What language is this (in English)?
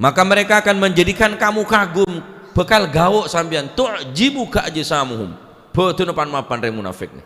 Madurese